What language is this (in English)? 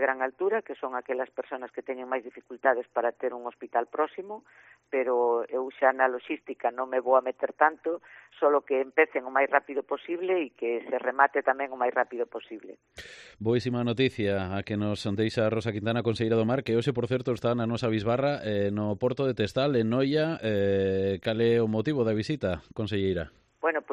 Galician